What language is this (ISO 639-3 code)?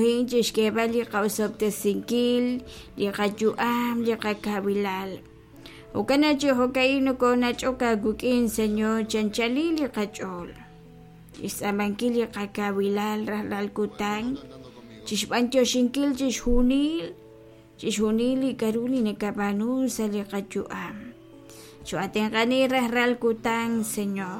kek